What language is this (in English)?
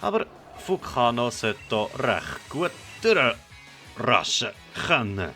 Swiss German